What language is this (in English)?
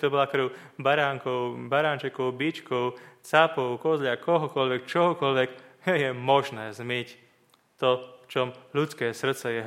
Slovak